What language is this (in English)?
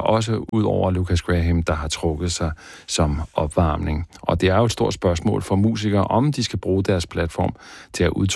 Danish